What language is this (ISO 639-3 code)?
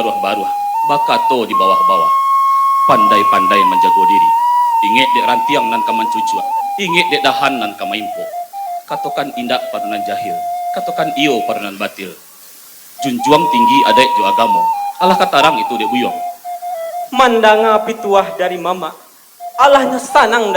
min